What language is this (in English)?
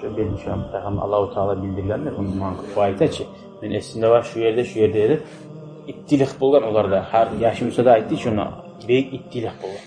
Kumyk